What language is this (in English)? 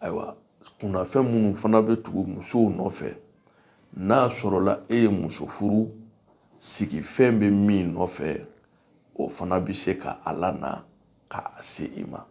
Bambara